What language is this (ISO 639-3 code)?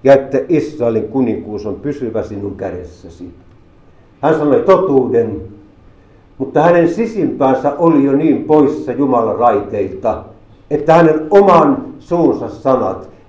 fin